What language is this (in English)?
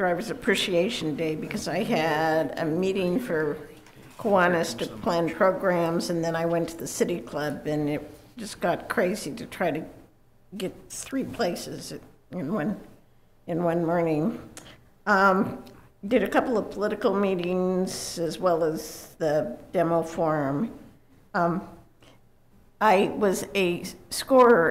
English